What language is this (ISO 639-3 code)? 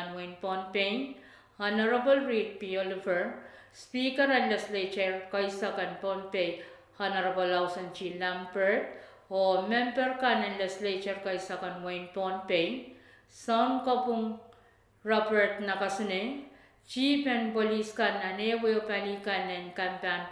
pon